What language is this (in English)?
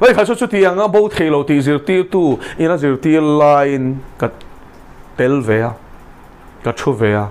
Mizo